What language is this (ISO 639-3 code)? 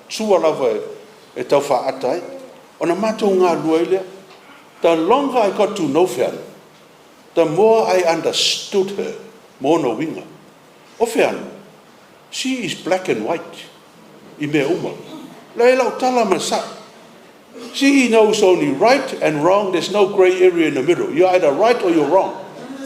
smo